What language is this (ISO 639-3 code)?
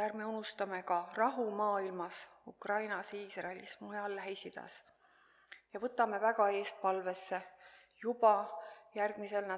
est